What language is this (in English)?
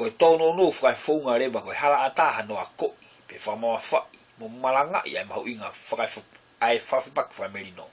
Tongan